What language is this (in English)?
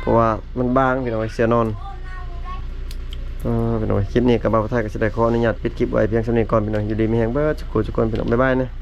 Lao